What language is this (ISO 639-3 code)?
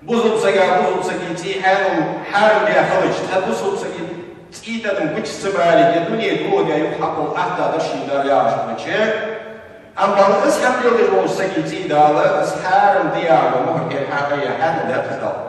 inh